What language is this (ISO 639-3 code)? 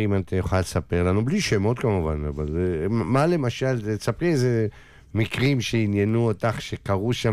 heb